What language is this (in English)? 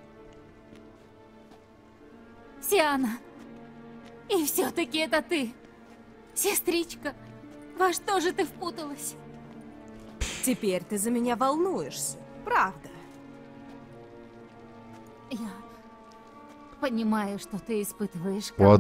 Russian